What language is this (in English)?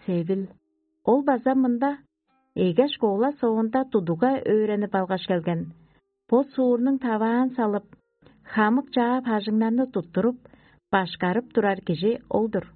Tuvinian